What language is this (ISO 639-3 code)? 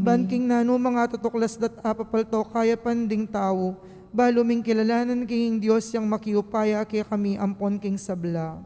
pam